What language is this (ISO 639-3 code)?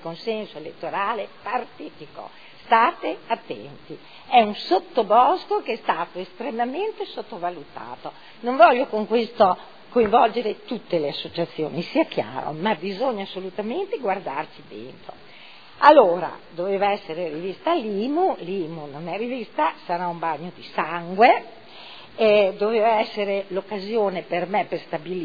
ita